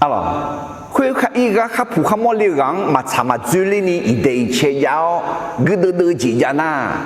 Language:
Akha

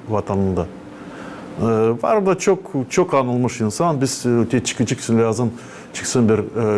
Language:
Gagauz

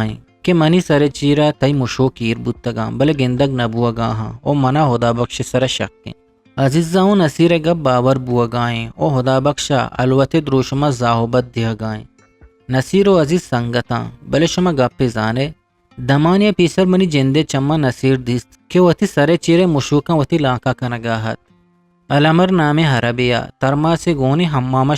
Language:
Eastern Balochi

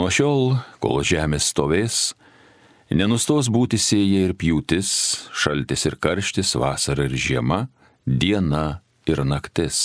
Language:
Lithuanian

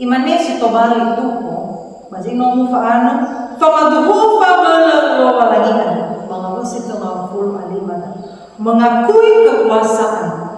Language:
Nias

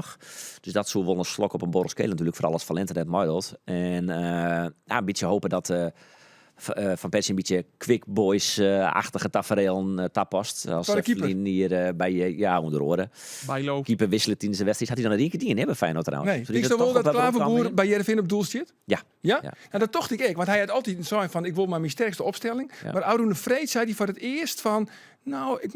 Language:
Western Frisian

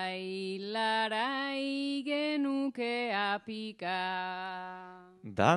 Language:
Basque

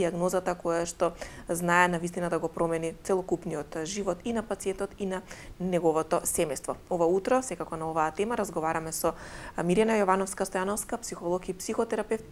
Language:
Macedonian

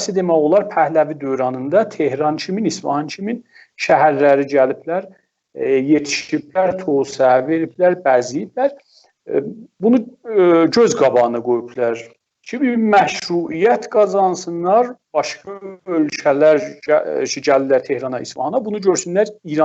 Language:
South Azerbaijani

